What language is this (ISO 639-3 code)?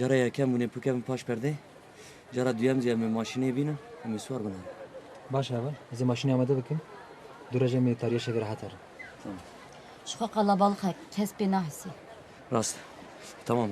kur